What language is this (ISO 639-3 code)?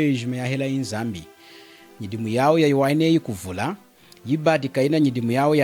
lun